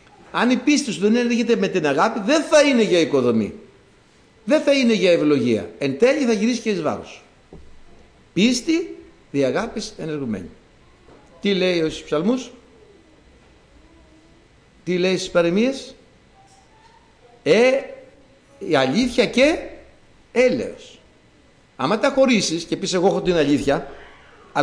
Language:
Greek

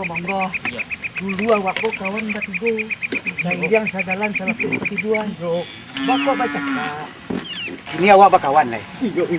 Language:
Minangkabau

